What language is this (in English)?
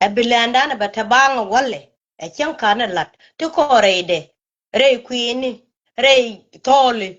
Nuer